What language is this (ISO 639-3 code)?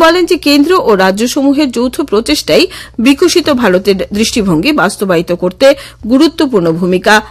ben